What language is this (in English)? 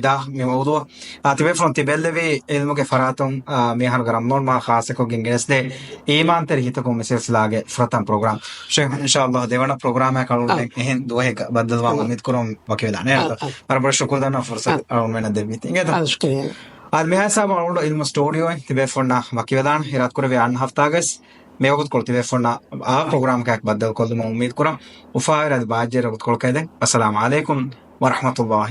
Divehi